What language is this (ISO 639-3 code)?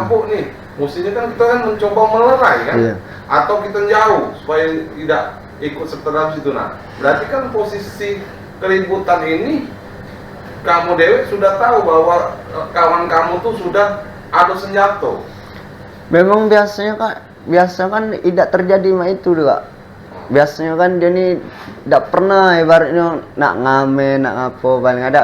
mui